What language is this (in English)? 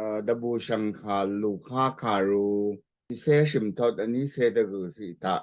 Rawang